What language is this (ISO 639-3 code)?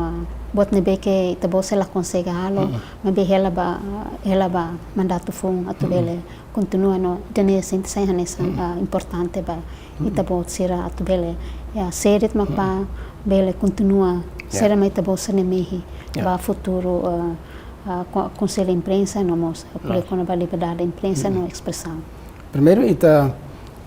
tet